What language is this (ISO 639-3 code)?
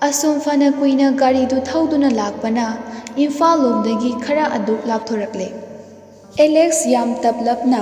mni